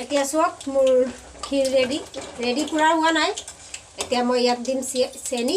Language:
Assamese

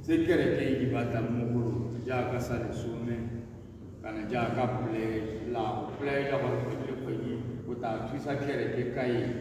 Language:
Tswana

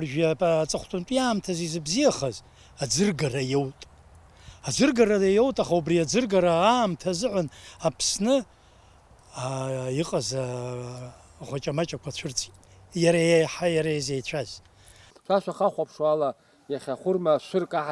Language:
Abkhazian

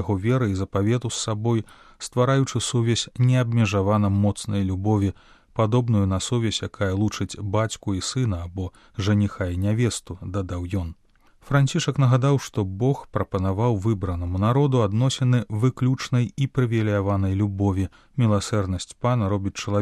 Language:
Belarusian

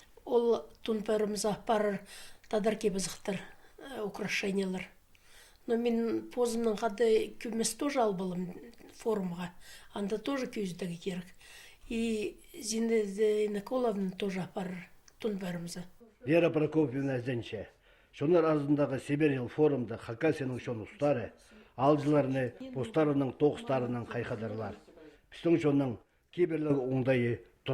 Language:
Khakas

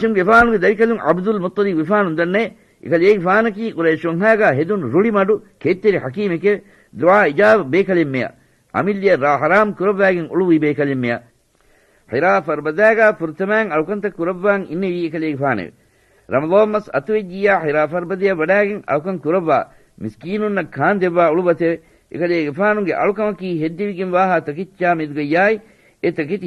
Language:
Divehi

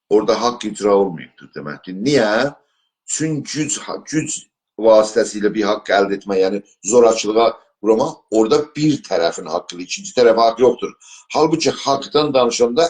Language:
South Azerbaijani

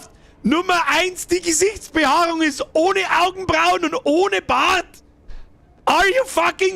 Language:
Bavarian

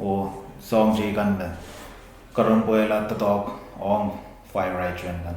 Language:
Pohnpeian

